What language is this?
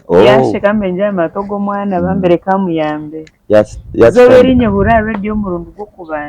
Nyankole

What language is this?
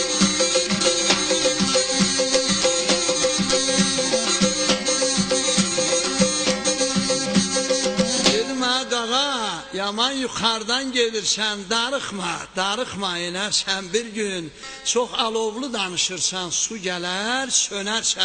South Azerbaijani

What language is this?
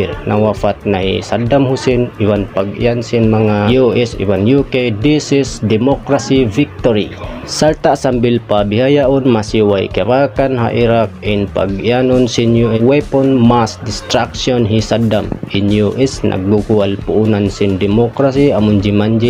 Tausug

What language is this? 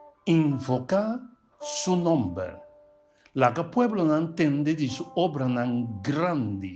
Papiamento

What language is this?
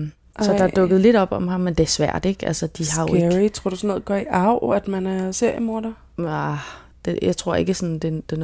Danish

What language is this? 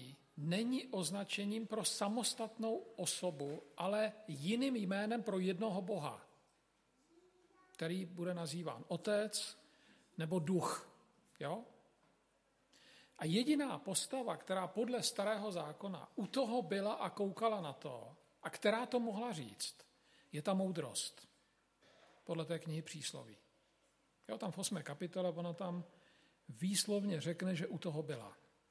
Czech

